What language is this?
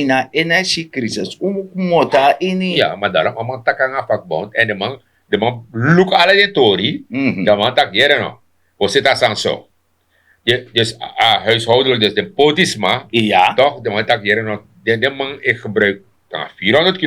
Sranan Tongo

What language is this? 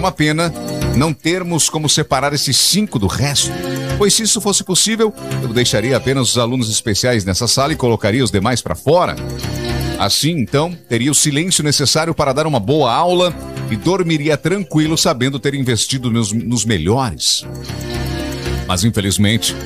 Portuguese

